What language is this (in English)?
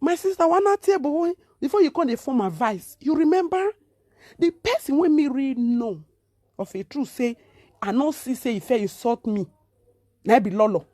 Nigerian Pidgin